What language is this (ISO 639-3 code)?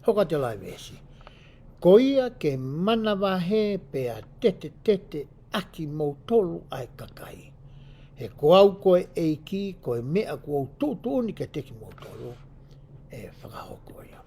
ton